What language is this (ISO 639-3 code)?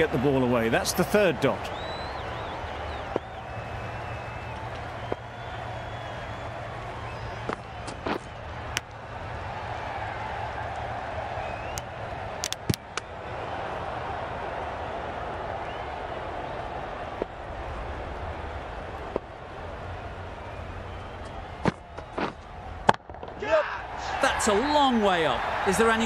eng